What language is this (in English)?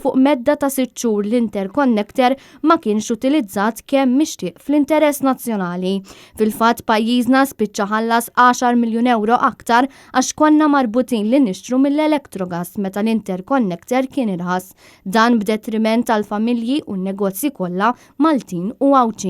Maltese